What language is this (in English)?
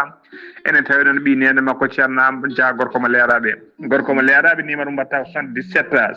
Fula